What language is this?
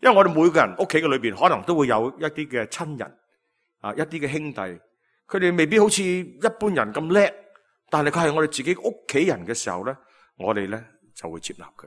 Cantonese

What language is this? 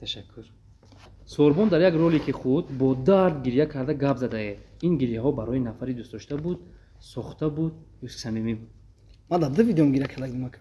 Tajik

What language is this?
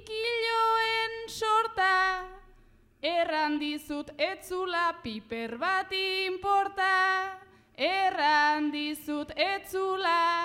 Basque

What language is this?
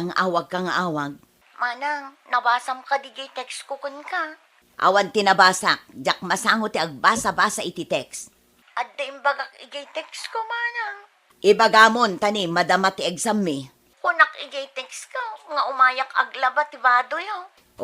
Iloko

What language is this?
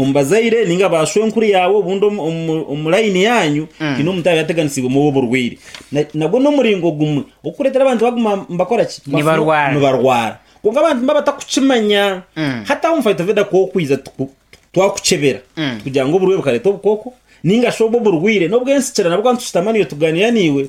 Nyankole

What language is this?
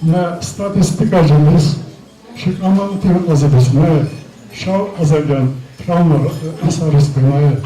Ossetic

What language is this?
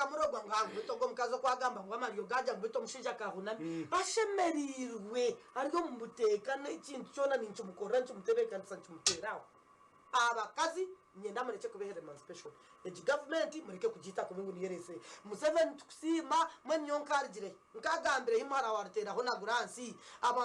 Nyankole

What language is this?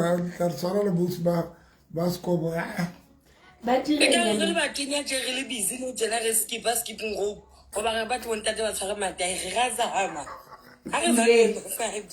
Southern Sotho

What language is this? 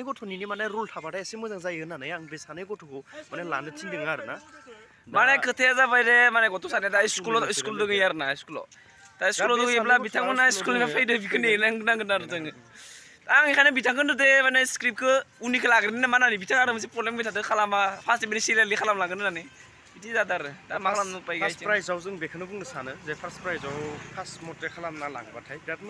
Bodo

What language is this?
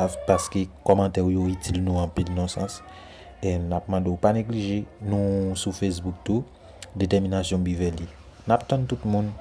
Haitian Creole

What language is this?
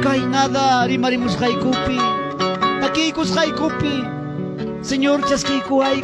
Ayacucho Quechua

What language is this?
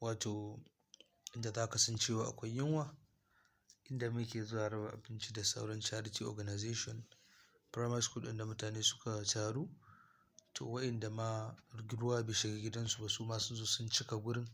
Hausa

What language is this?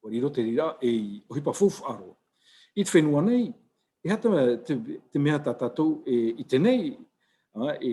Tahitian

